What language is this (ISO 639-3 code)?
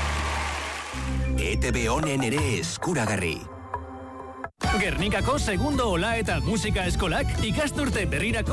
eus